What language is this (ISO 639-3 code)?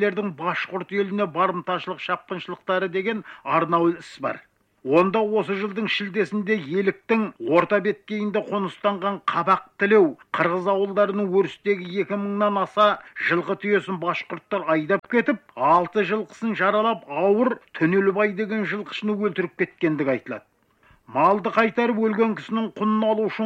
kaz